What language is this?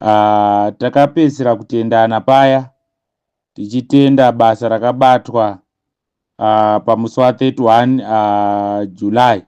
Shona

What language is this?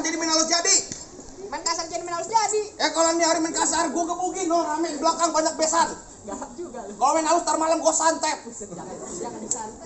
Betawi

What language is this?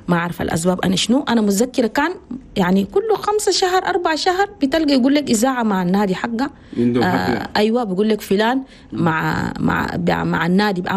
Chadian Arabic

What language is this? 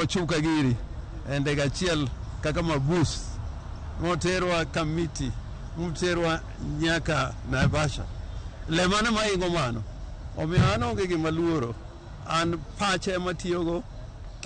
Luo (Kenya and Tanzania)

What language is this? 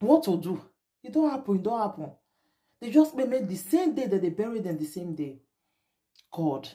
Nigerian Pidgin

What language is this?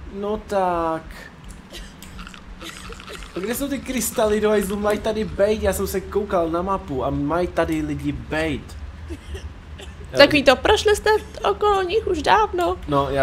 Czech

